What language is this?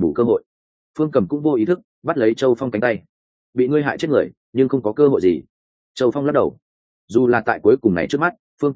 Vietnamese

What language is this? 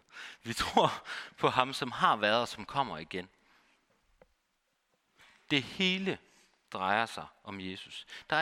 Danish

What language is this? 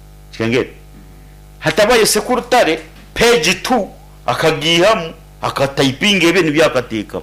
Nyankole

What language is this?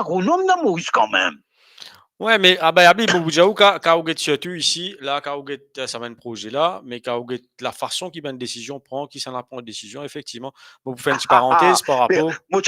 Morisyen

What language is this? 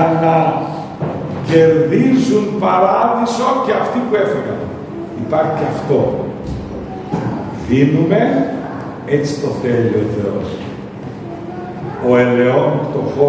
Greek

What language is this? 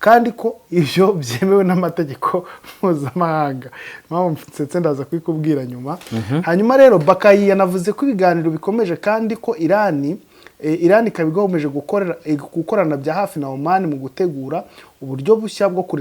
Kinyarwanda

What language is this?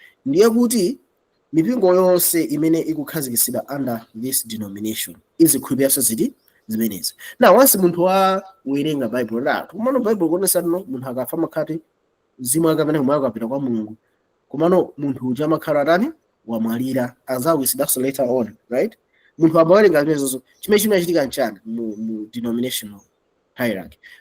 Nyanja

